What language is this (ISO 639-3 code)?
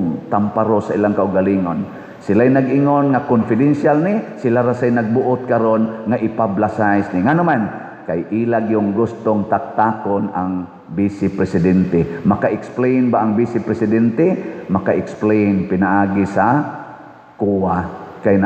ceb